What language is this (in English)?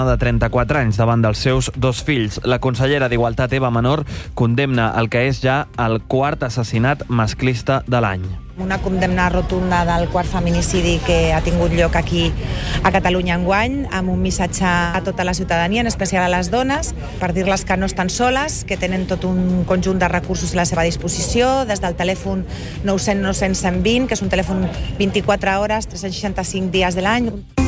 Catalan